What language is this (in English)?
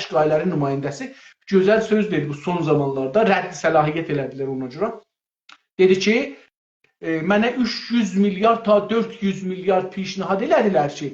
South Azerbaijani